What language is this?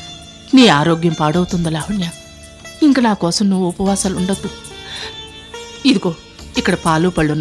Telugu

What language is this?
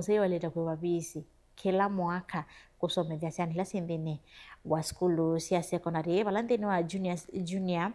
Kamba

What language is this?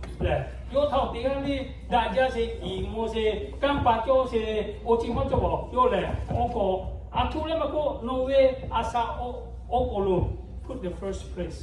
Lahu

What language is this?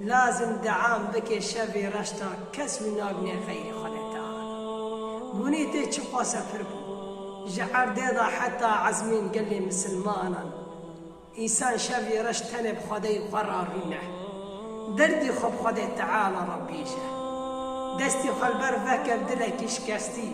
Kurdish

